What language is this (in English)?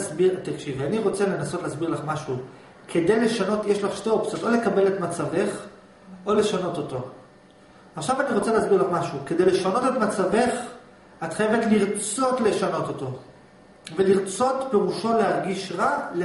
Hebrew